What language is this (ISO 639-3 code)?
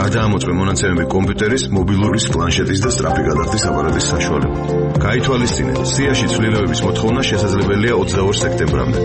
kat